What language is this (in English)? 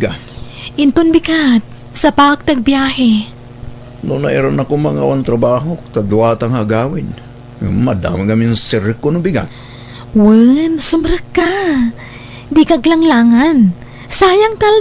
Iloko